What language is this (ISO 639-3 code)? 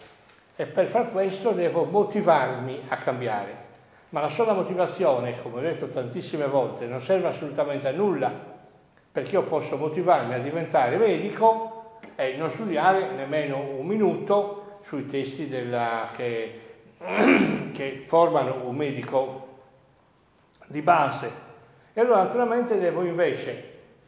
ita